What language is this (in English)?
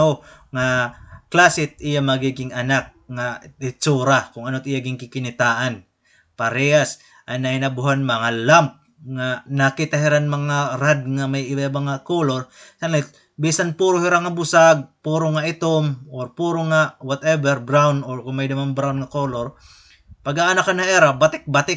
Waray